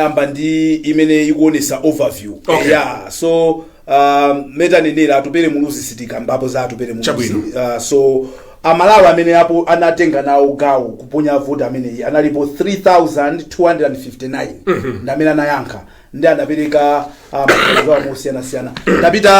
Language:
Nyanja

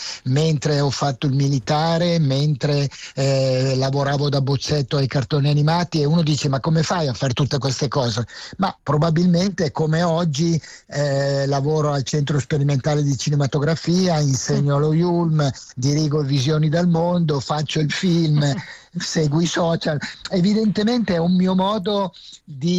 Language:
Italian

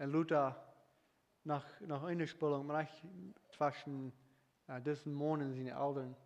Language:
Plautdietsch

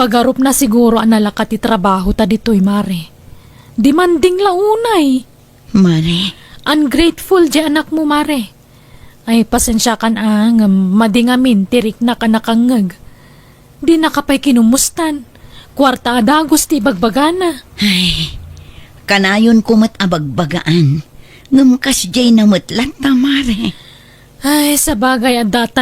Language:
Iloko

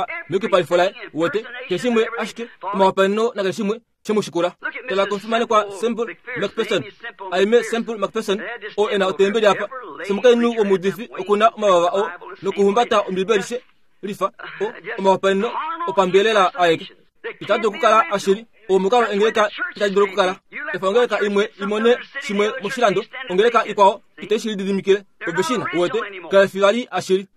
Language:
Kuanyama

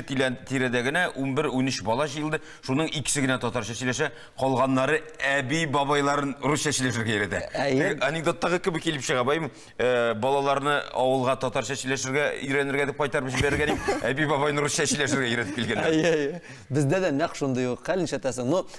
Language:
Tatar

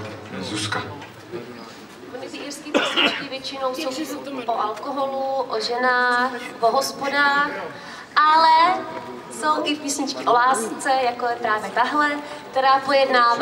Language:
Czech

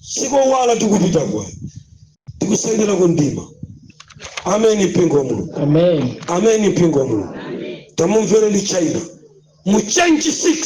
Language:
Nyanja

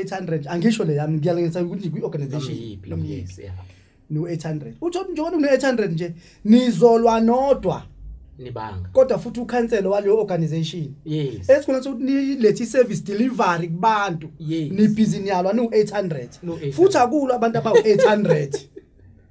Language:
Zulu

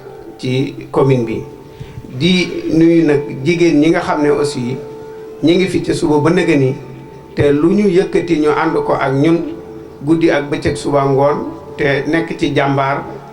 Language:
Wolof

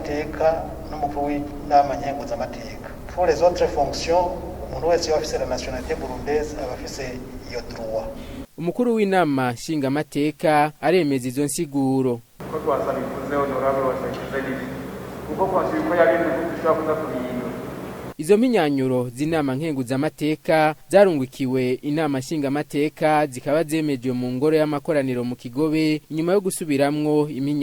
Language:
Rundi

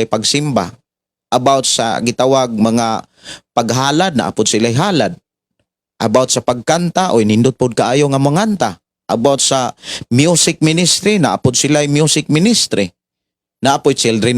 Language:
Cebuano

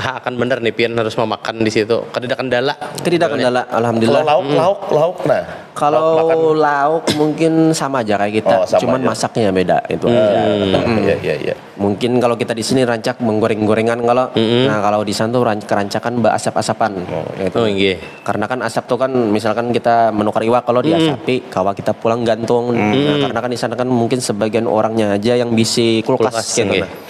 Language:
Banjar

